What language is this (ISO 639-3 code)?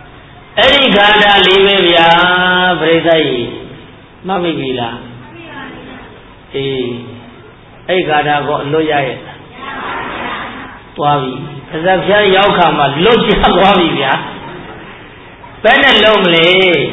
mya